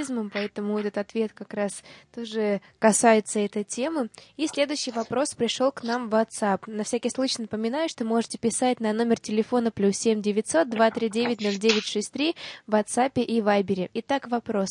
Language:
Russian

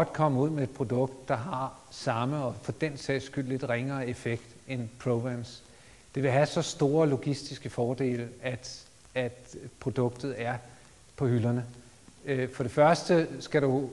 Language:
Danish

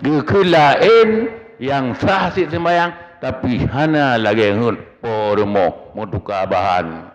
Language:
Achinese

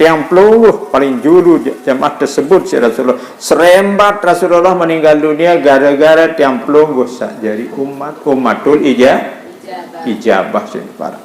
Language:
Sasak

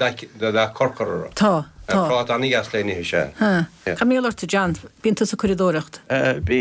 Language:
Irish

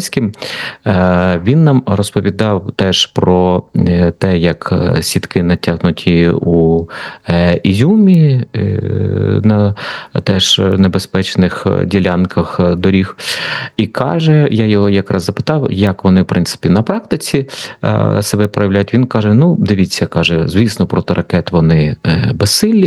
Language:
Ukrainian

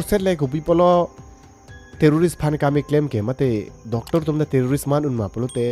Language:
Karbi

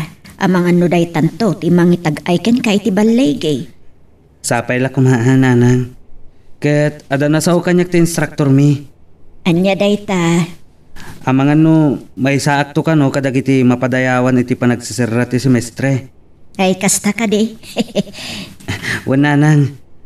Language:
Iloko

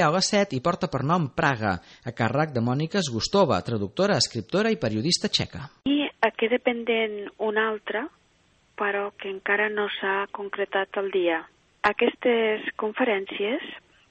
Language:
Catalan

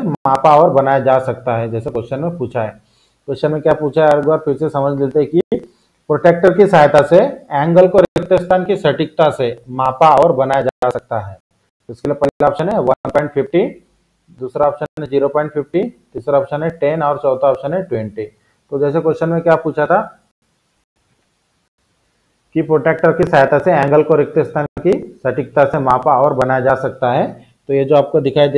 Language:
Hindi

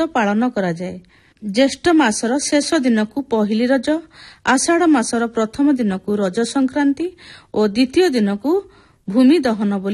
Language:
Odia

